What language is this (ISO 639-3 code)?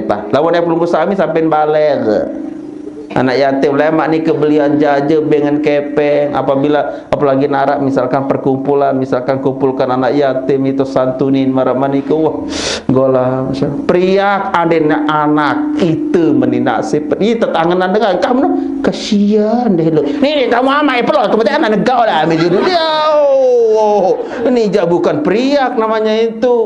sas